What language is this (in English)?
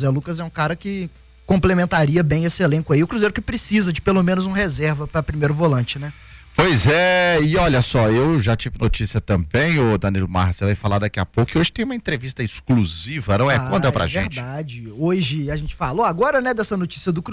Portuguese